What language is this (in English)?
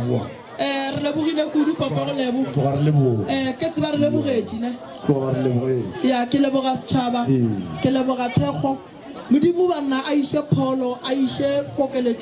Northern Sotho